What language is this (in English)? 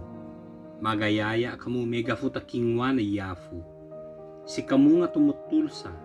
Ibanag